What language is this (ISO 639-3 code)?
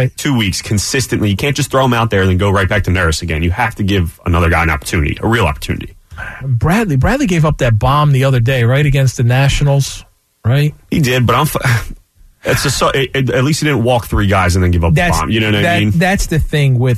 eng